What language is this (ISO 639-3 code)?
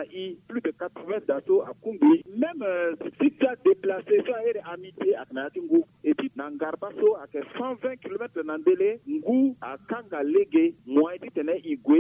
sag